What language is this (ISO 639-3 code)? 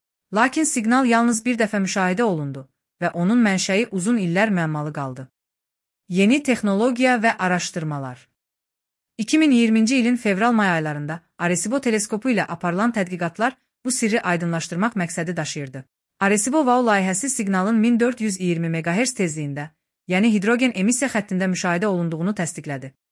aze